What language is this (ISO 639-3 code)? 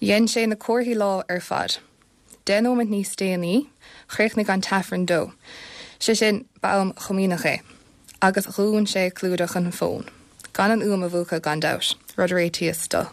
gle